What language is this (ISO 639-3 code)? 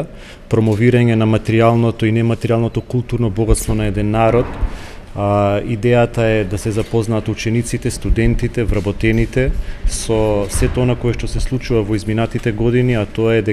mkd